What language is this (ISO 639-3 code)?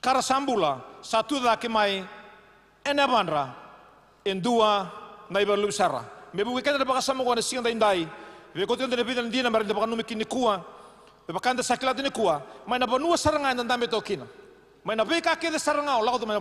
fij